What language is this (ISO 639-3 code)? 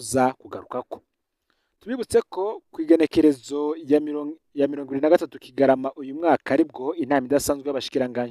run